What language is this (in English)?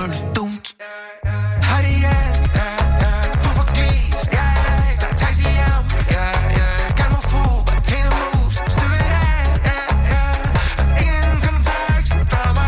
Norwegian